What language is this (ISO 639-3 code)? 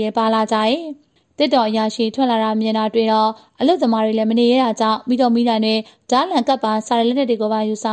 mya